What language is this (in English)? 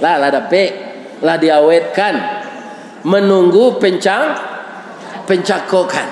Minangkabau